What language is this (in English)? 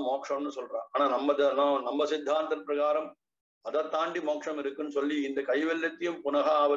Tamil